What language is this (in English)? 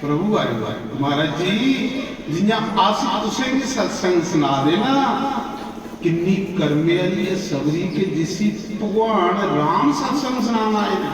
Dogri